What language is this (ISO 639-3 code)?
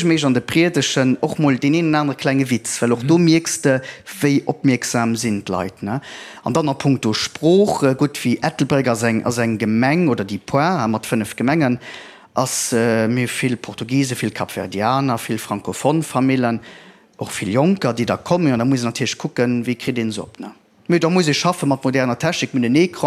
ltz